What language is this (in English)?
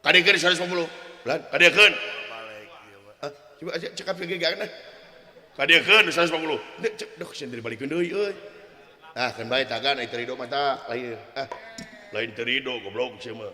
Sundanese